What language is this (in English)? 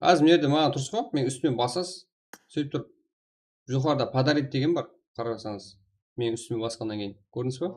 Kara-Kalpak